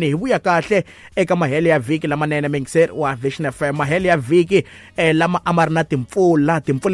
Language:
Tsonga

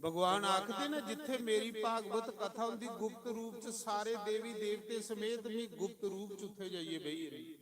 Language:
Dogri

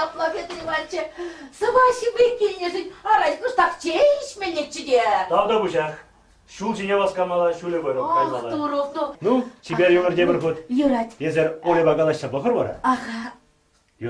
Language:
Chuvash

